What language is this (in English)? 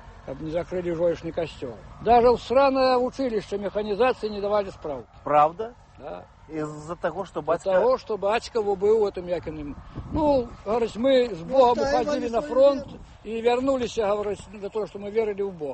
Belarusian